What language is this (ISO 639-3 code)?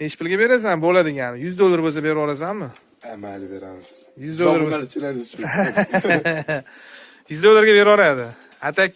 uzb